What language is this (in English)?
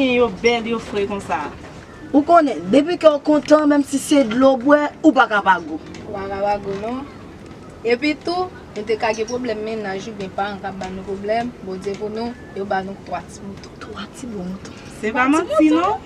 Haitian Creole